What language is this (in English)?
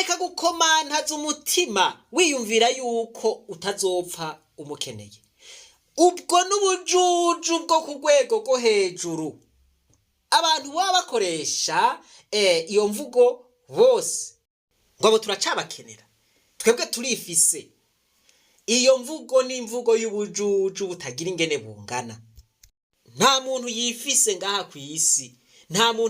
Rundi